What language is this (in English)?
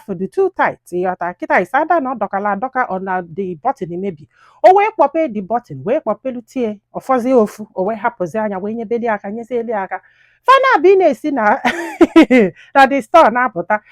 Igbo